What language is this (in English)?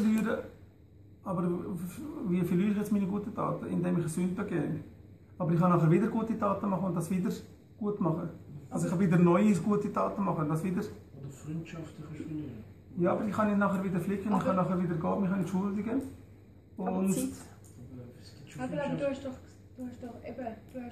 Swiss German